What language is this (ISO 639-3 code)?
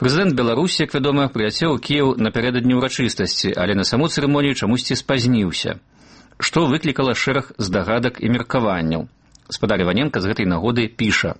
bel